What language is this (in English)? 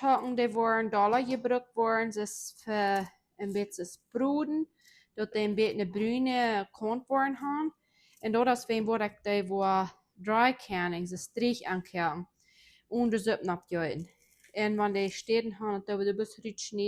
Plautdietsch